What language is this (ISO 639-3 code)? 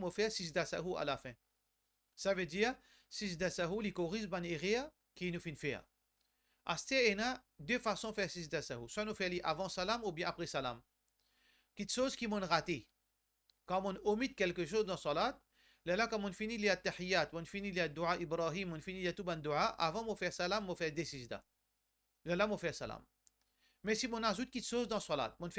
mfe